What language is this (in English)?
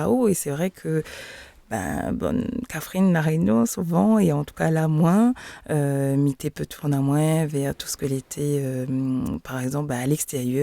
Réunion Creole French